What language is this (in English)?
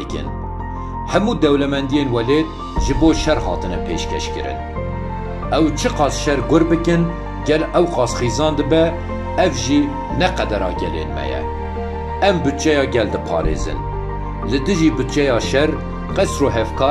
Kurdish